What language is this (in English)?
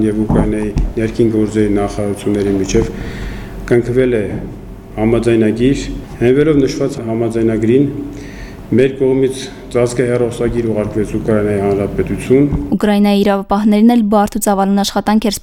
Armenian